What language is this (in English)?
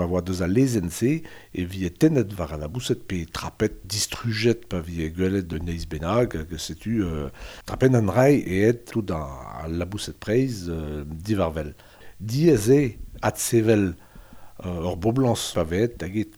Breton